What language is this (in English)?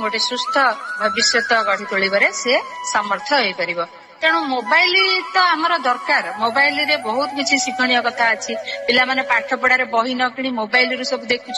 Odia